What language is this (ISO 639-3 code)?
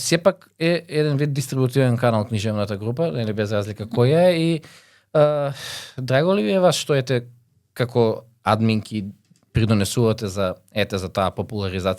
mkd